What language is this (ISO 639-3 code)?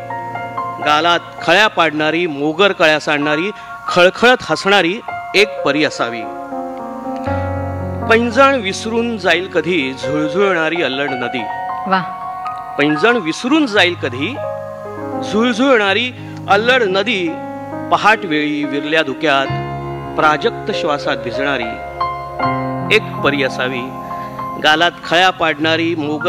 mar